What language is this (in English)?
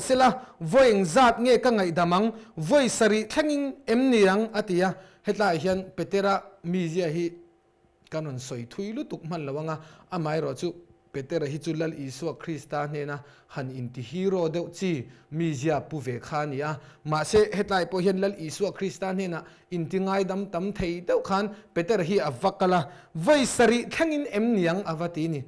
Mizo